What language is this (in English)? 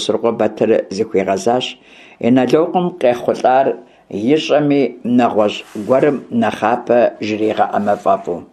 Kabardian